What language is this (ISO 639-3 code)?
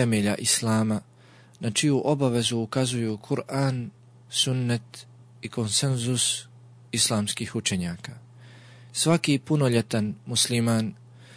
bos